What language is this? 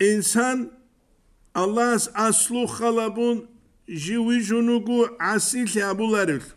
Avaric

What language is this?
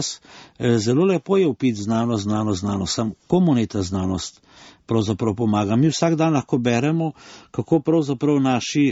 Slovenian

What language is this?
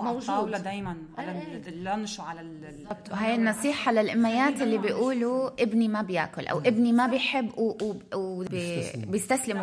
North Levantine Arabic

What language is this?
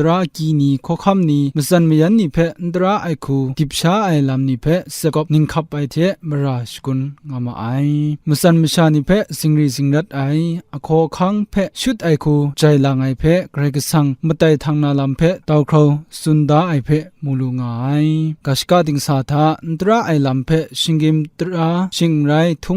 Kachin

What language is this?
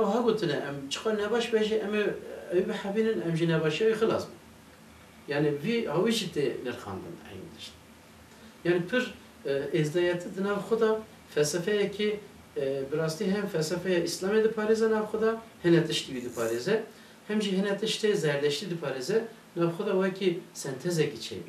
Kurdish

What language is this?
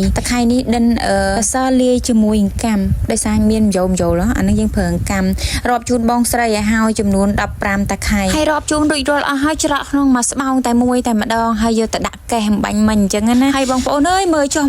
Khmer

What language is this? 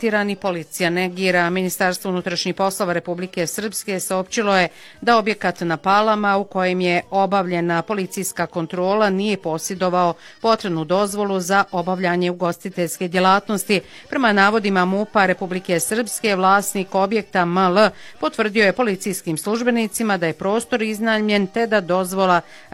Bosnian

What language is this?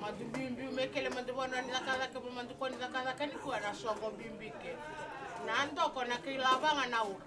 Fijian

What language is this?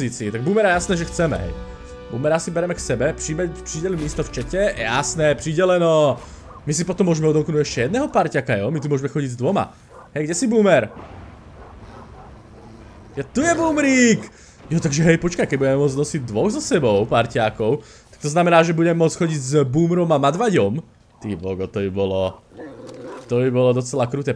Slovak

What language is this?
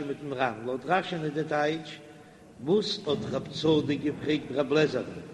Yiddish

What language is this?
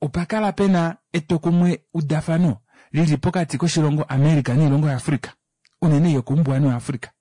Kuanyama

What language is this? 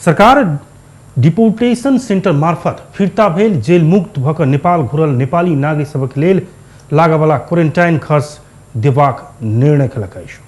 Maithili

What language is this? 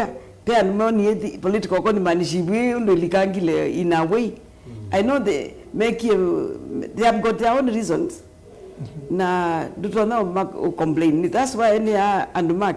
Kamba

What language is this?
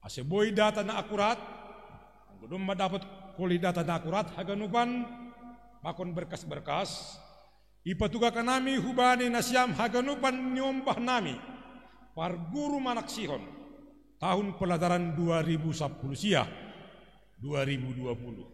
Batak Simalungun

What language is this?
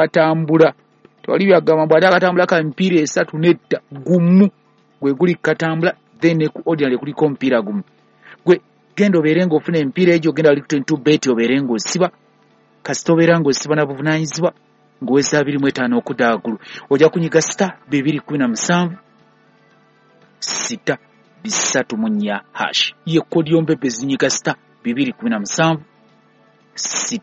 Ganda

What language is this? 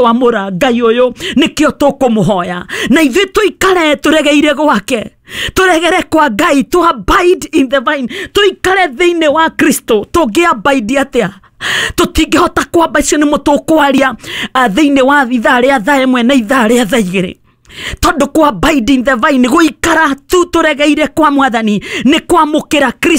Kikuyu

